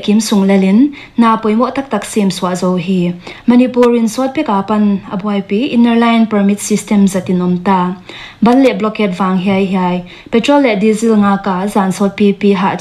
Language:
Paite Chin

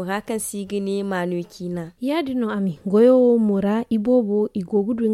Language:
Zarma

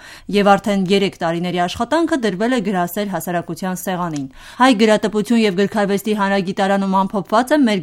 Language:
Armenian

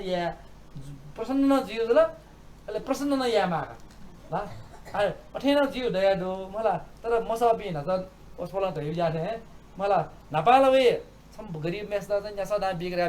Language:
Newari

